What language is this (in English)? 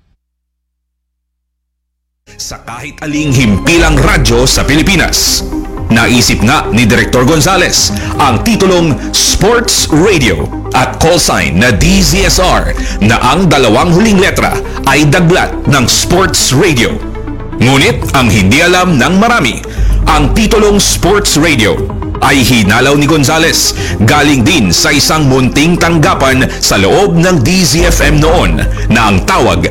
Filipino